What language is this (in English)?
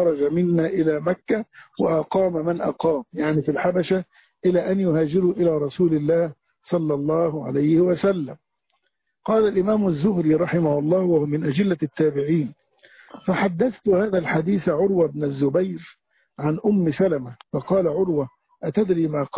Arabic